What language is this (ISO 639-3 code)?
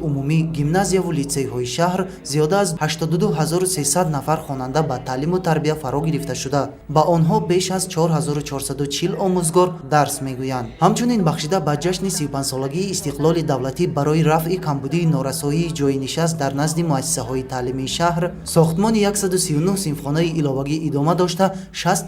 tgk